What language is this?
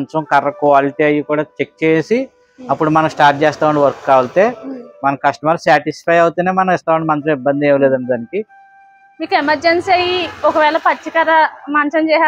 Telugu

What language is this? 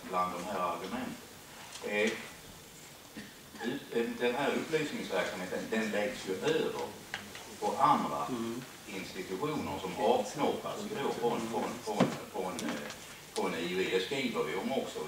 Swedish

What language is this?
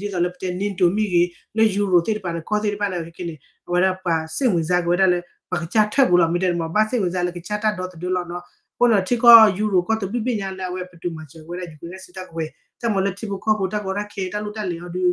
S'gaw Karen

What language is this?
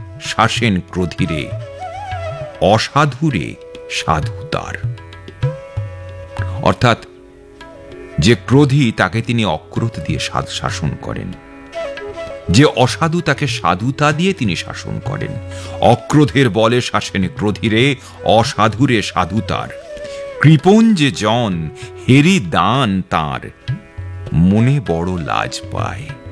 Bangla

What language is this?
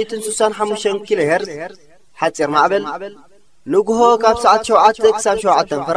Tigrinya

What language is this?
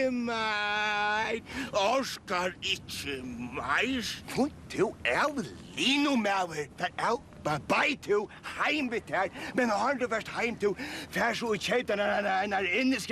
Faroese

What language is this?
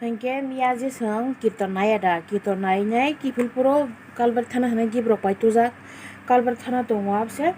Kok Borok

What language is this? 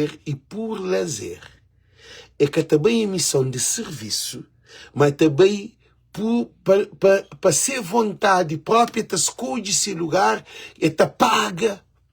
Kabuverdianu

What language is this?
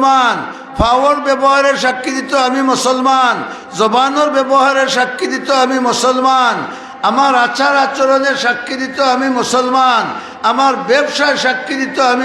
Sylheti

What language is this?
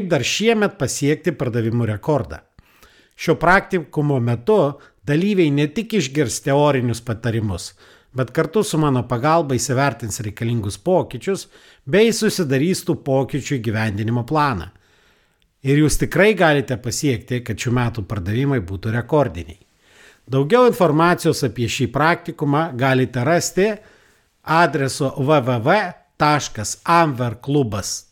Lithuanian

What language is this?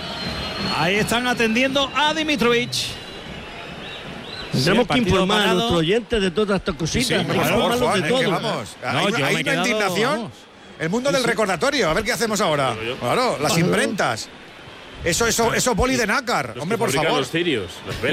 Spanish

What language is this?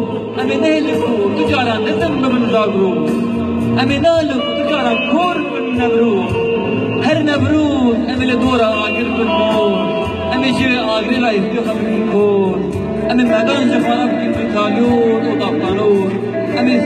Kurdish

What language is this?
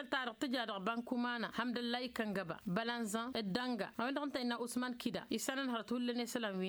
Tamasheq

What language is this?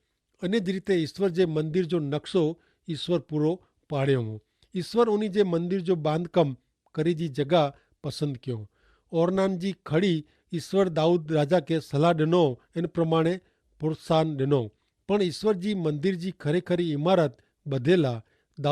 Kachhi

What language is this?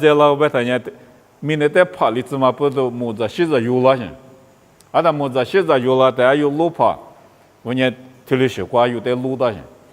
Lisu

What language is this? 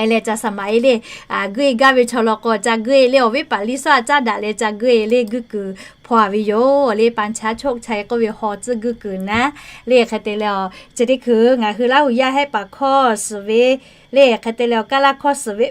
Lahu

